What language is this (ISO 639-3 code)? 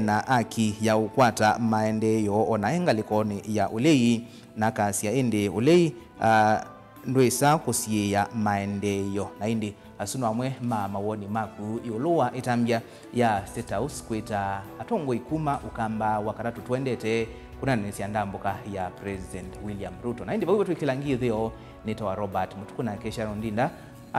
kam